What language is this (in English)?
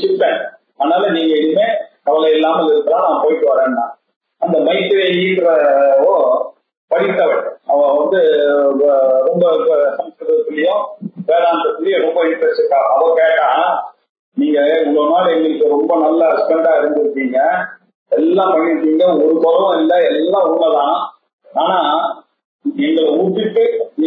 Tamil